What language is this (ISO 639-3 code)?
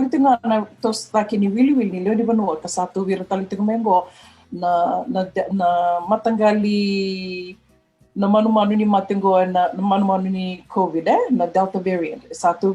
fij